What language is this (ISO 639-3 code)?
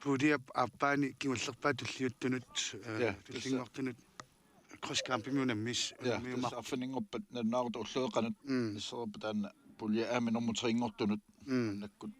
kal